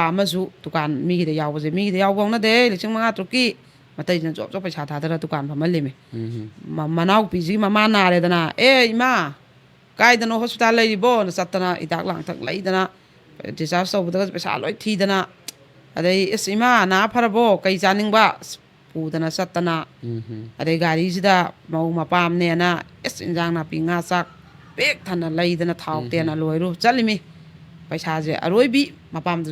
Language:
Manipuri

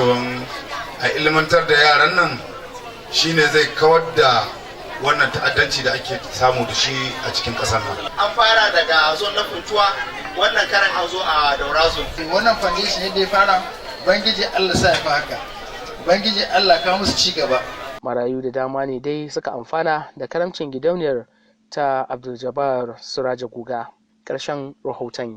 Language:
Hausa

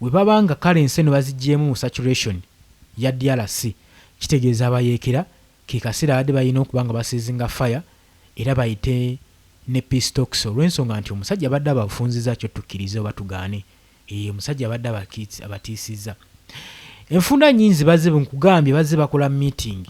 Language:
Ganda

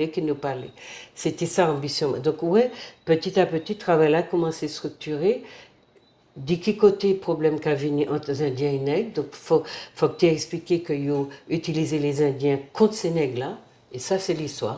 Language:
Guadeloupean Creole French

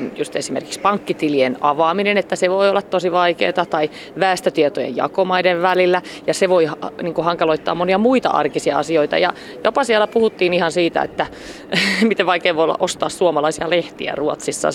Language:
Finnish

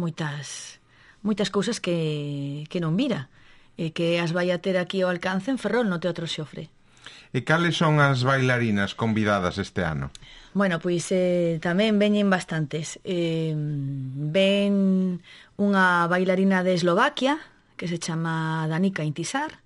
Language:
Galician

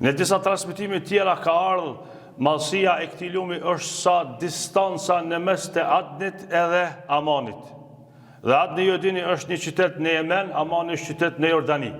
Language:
Albanian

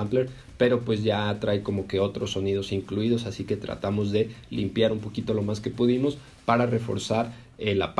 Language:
Spanish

